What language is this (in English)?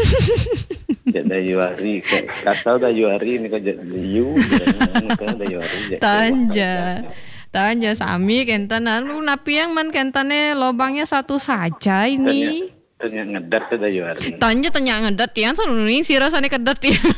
Balinese